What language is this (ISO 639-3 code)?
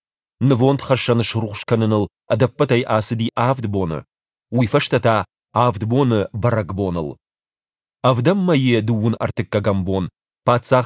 oss